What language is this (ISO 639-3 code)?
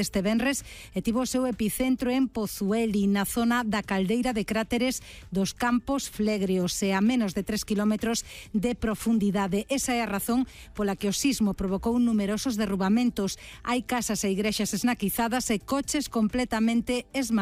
glg